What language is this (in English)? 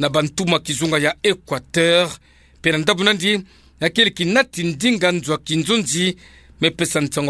Kituba (Democratic Republic of Congo)